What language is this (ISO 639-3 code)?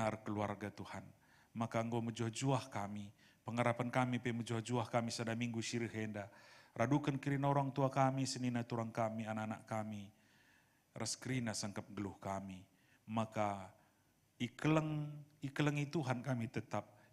btx